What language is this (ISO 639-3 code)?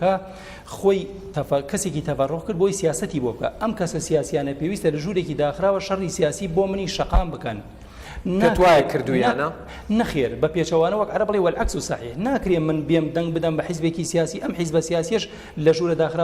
ckb